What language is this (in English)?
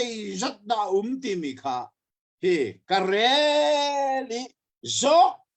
Hakha Chin